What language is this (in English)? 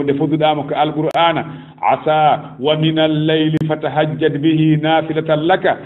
Fula